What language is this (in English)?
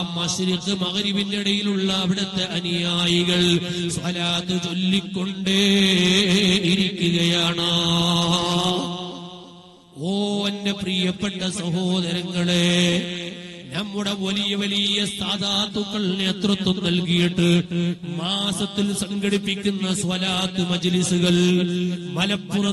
Malayalam